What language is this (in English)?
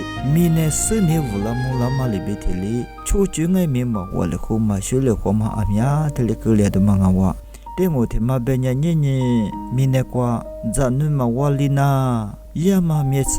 Lisu